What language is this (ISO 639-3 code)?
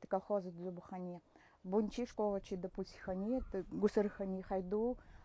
gld